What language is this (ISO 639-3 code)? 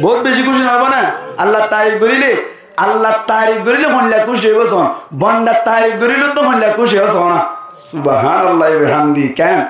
rhg